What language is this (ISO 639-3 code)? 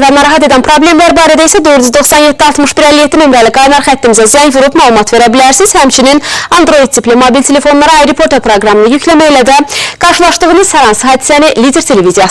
aze